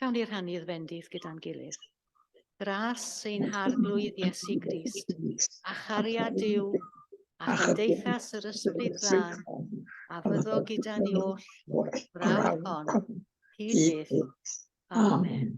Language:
Welsh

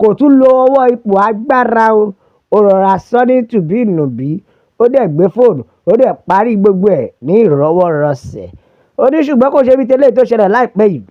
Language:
Yoruba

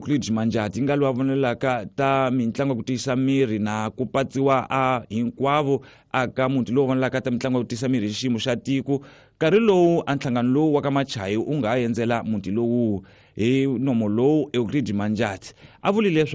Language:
Tsonga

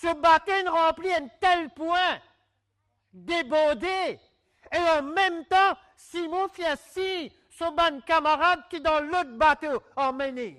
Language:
Morisyen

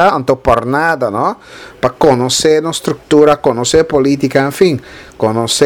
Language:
Papiamento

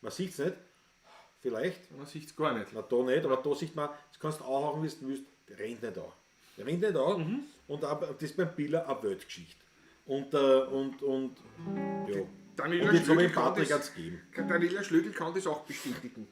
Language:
Bavarian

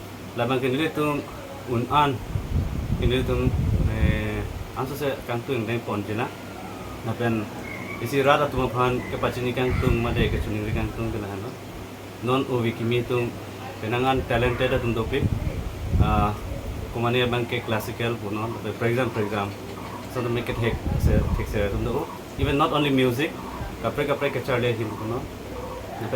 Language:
Karbi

